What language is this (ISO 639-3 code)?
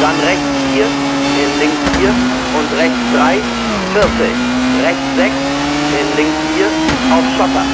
bar